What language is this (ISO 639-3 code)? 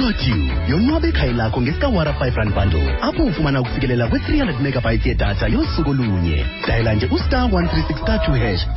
xho